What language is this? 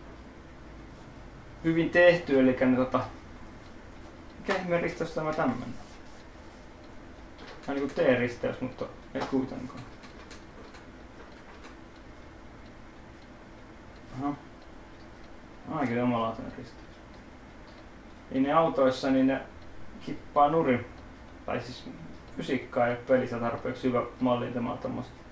Finnish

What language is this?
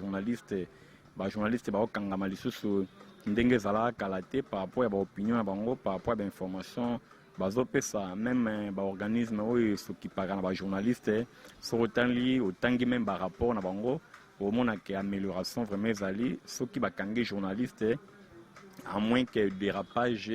Lingala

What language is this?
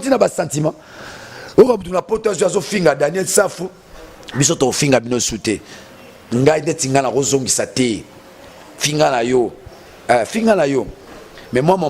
Lingala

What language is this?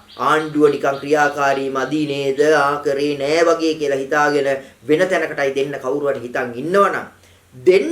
Sinhala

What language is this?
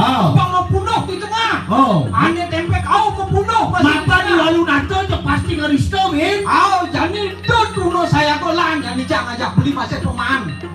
Balinese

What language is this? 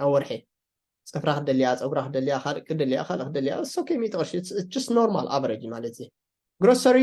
Tigrinya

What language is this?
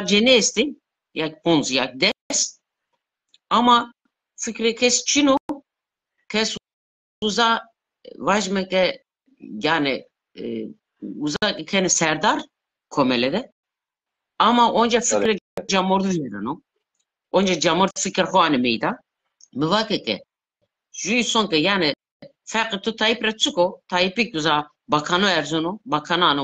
Zaza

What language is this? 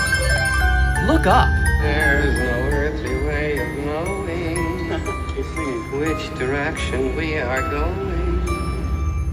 English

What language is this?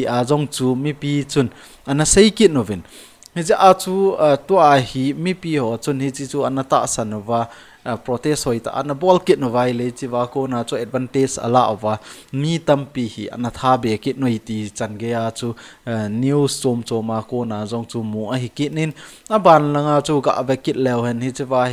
Thado Chin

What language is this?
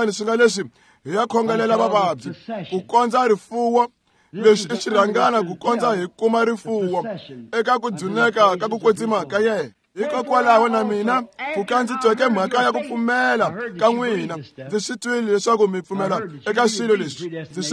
Tsonga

